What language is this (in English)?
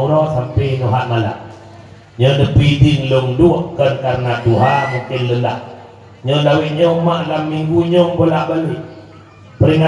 Achinese